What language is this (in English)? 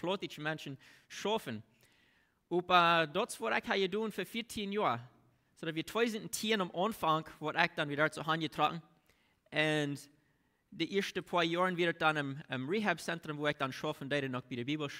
Plautdietsch